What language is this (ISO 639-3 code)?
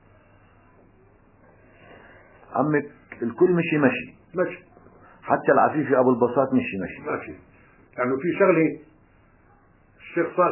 ajp